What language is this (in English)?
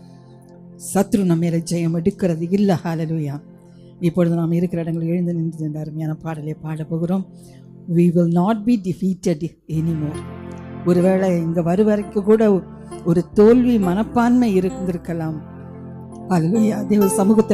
Tamil